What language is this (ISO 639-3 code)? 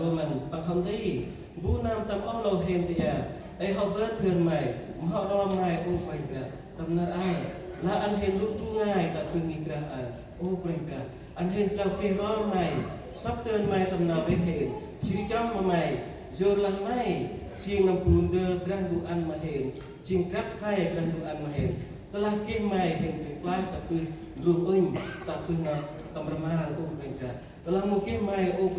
cmo